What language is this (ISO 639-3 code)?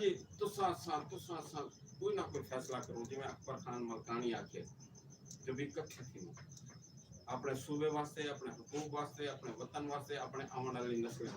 skr